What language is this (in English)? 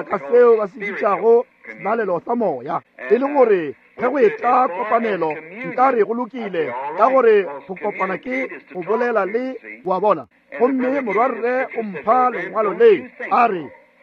Northern Sotho